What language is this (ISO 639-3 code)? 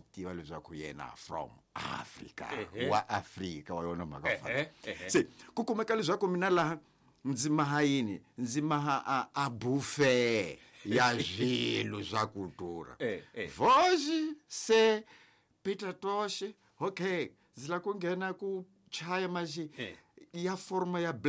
tso